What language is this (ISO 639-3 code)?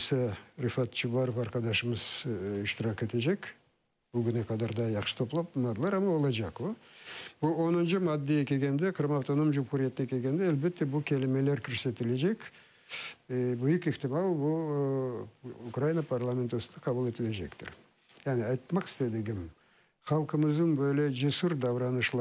crh